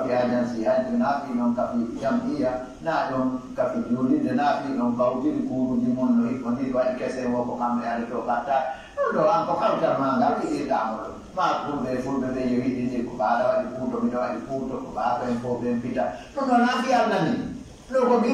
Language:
Pular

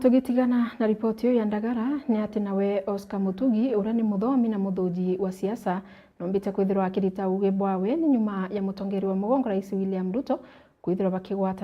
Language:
Meru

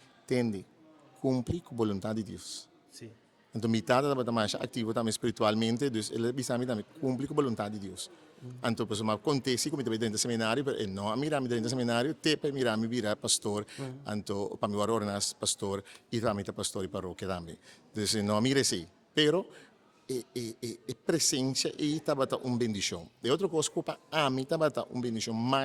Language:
Papiamento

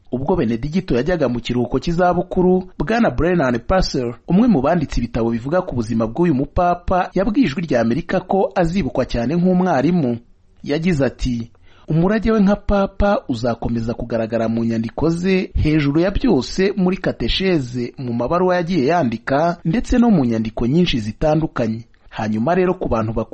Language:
Kinyarwanda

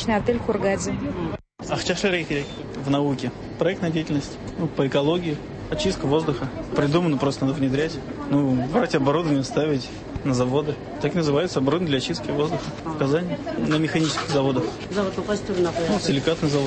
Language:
Tatar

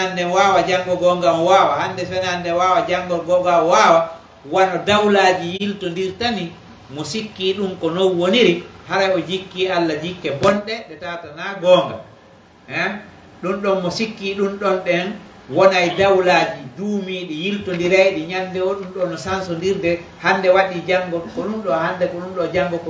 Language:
Pular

